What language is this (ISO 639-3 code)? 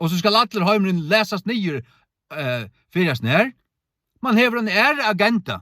fao